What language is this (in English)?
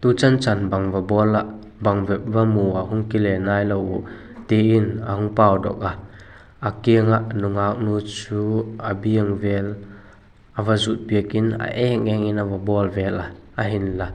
Vaiphei